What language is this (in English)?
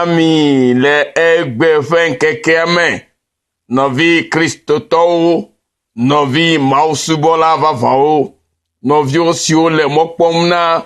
Ewe